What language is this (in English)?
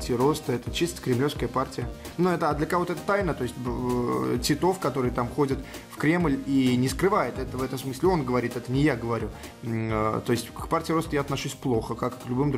Russian